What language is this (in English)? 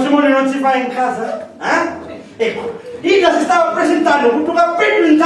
Sicilian